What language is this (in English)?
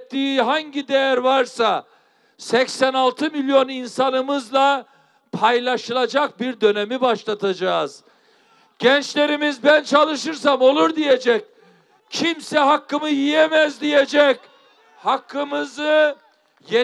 Turkish